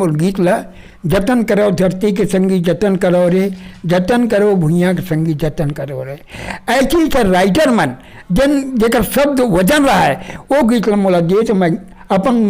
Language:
Chhattisgarhi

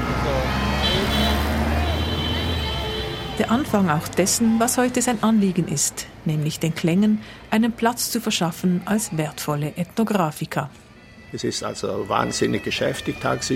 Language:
German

